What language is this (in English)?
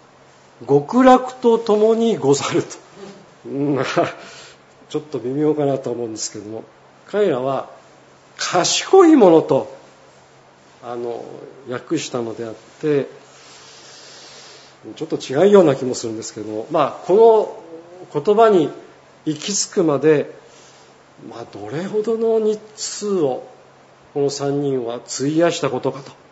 Japanese